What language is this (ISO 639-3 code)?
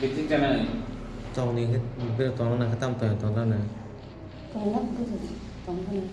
trp